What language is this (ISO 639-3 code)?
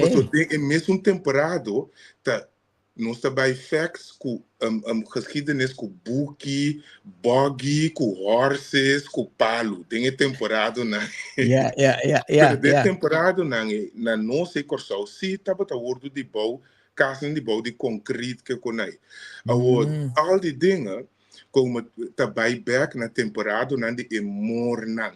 pap